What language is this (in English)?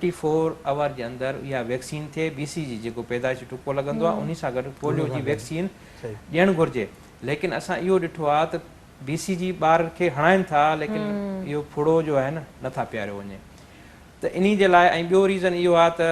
Sindhi